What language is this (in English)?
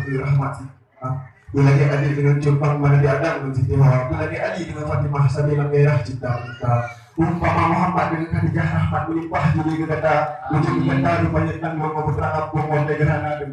Achinese